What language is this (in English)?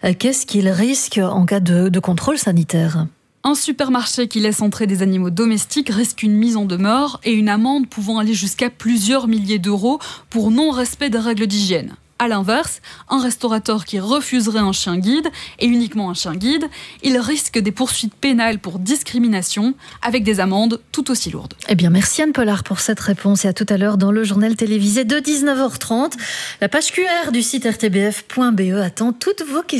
French